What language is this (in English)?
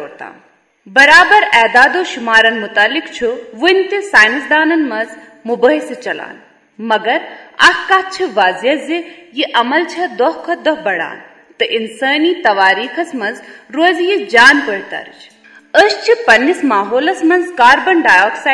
Kashmiri